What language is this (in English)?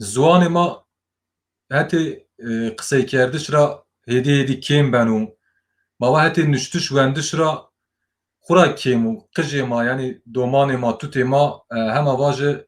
Zaza